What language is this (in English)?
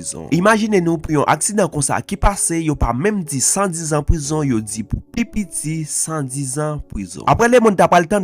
Haitian Creole